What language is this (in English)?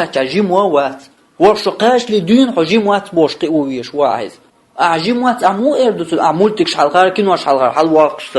Chechen